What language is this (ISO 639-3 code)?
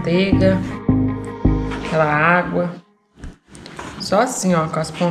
por